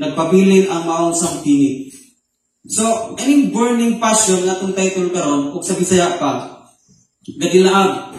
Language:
Cebuano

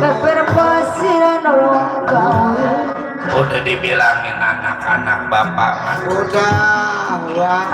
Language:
Betawi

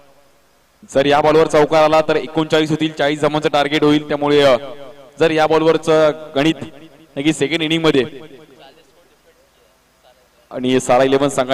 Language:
Marathi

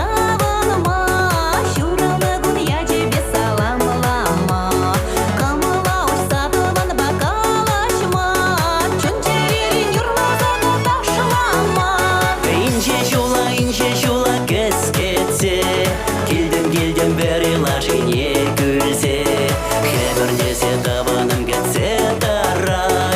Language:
Chuvash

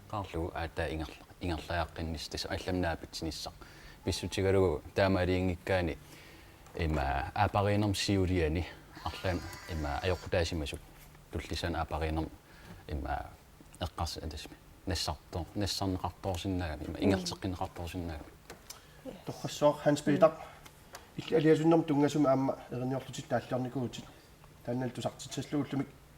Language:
Kalaallisut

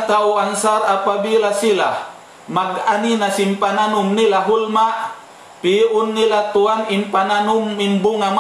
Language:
Tausug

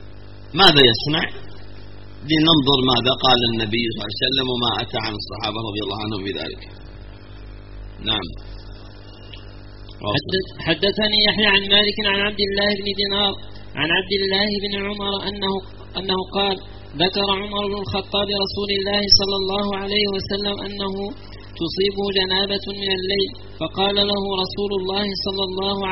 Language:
Arabic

